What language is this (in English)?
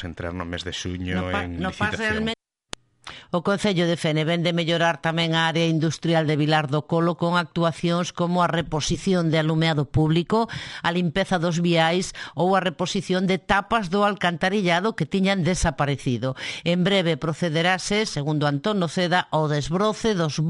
Galician